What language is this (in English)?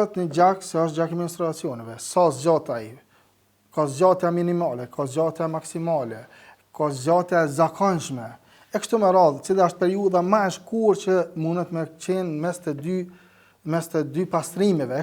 Albanian